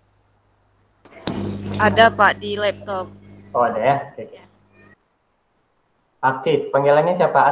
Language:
Indonesian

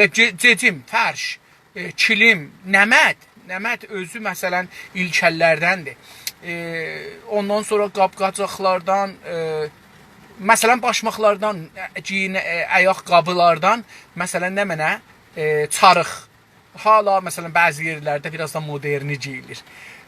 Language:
South Azerbaijani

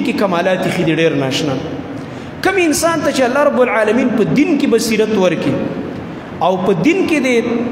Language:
Pashto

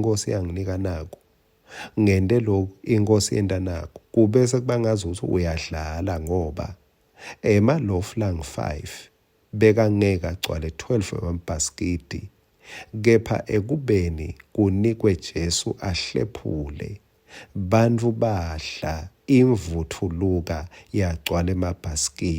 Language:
Swati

